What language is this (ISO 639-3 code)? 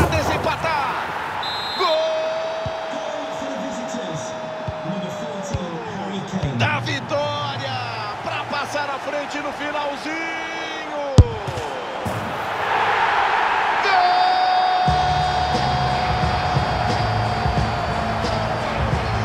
por